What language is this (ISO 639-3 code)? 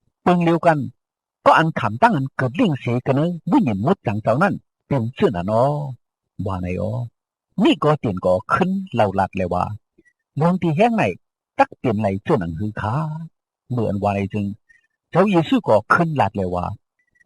shn